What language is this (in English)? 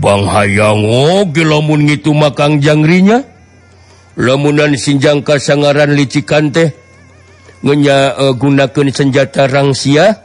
Sundanese